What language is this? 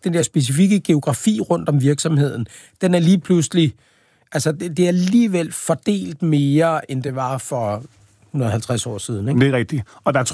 Danish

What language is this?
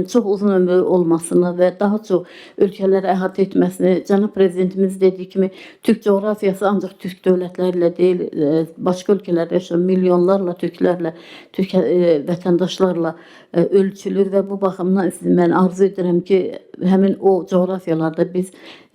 Azerbaijani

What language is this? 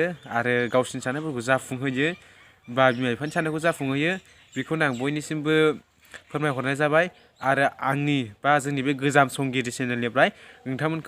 Bodo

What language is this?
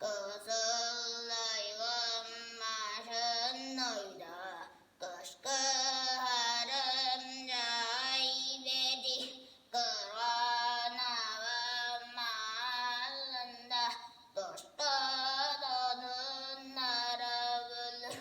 Tuvinian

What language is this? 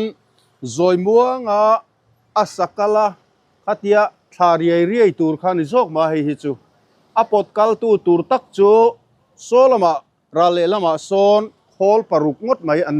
Mizo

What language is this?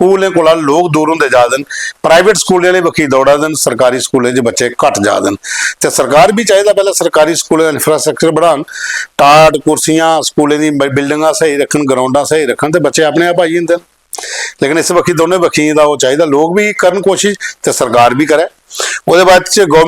Dogri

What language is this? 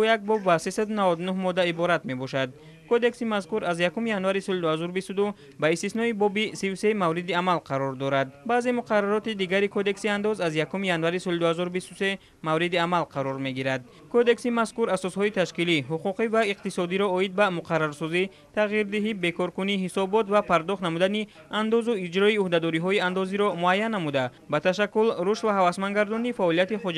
Tajik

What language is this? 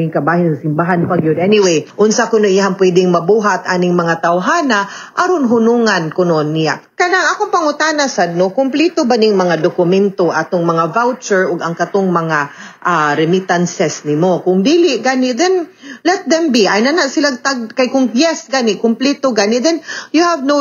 Cebuano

